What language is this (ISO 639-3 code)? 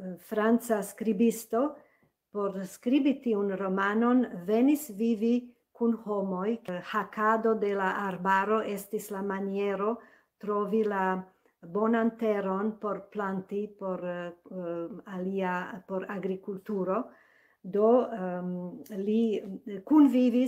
epo